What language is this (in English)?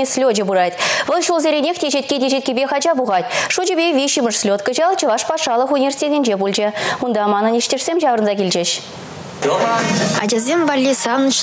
Chuvash